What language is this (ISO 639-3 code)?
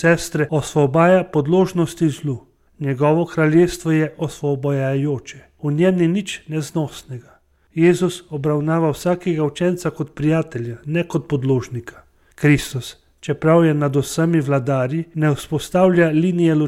slv